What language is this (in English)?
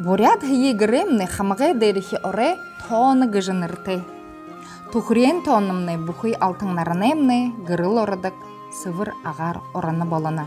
Buriat